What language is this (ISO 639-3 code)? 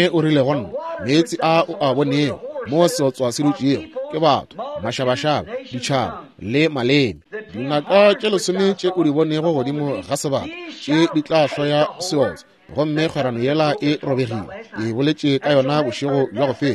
nso